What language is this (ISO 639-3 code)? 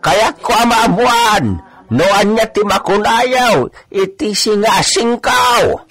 ilo